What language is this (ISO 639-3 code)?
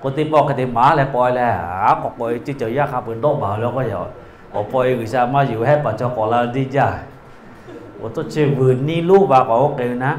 lhu